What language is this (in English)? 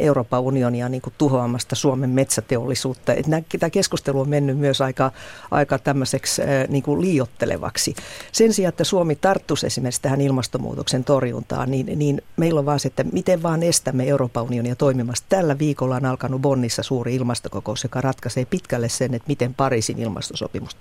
Finnish